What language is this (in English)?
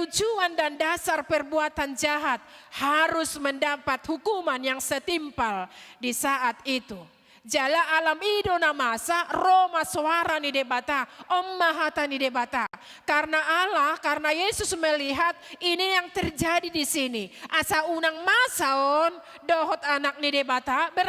Batak Toba